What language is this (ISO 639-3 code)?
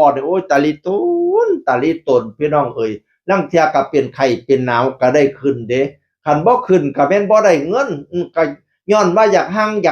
tts